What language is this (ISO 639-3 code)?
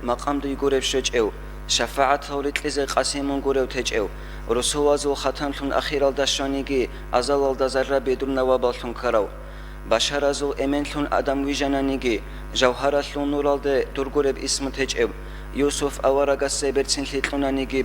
ava